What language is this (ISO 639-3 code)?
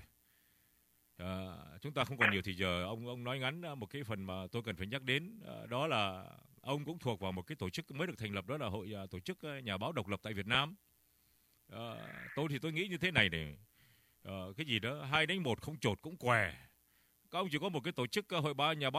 vie